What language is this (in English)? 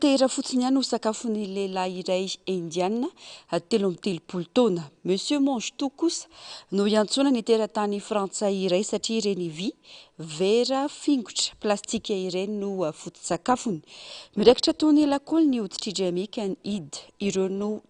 Malagasy